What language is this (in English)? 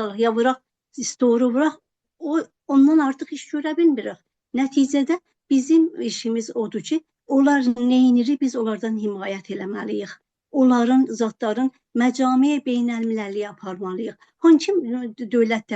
South Azerbaijani